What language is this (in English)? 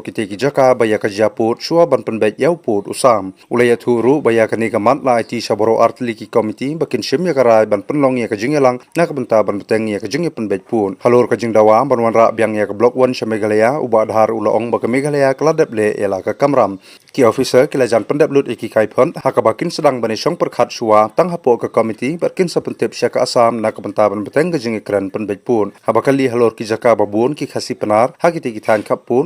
Khasi